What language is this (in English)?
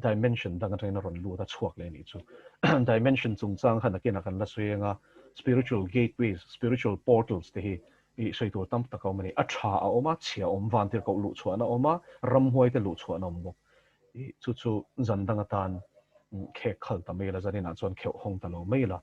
Mizo